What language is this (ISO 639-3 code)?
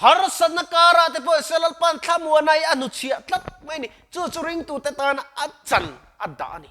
lus